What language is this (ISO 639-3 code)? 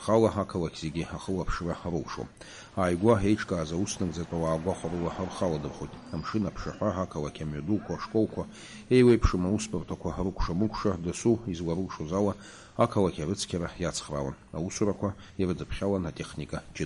abk